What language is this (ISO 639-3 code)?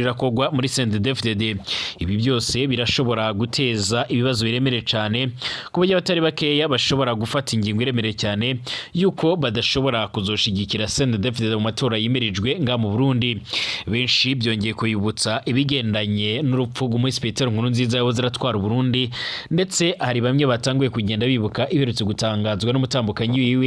run